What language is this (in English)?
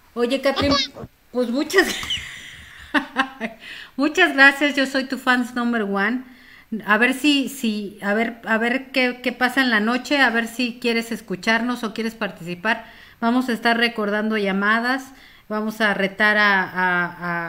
Spanish